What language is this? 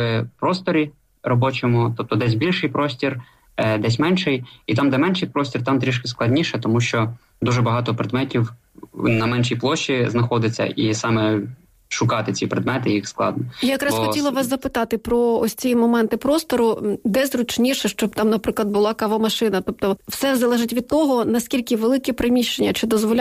Ukrainian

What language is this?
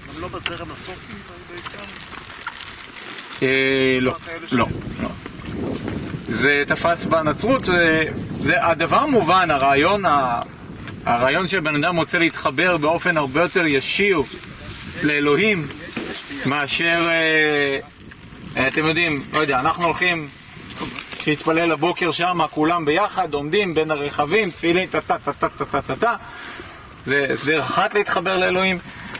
Hebrew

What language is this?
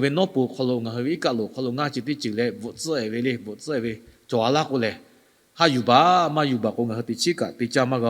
Lahu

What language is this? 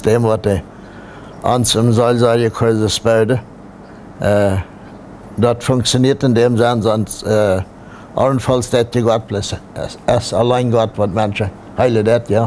Plautdietsch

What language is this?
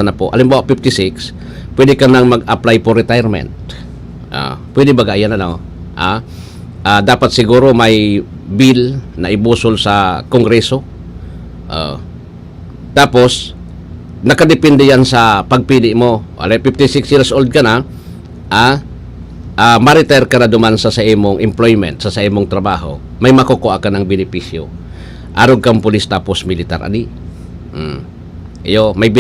Bikol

